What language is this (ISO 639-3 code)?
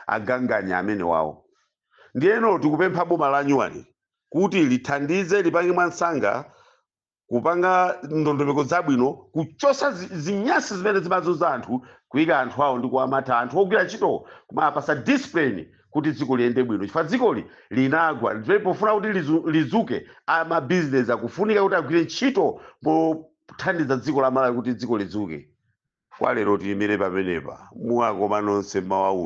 nya